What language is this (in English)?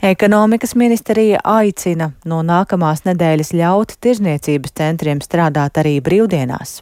Latvian